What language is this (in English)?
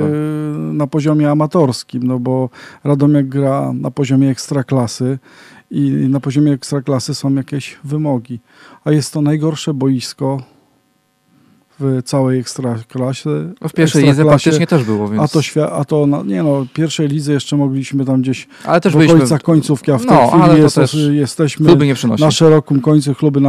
Polish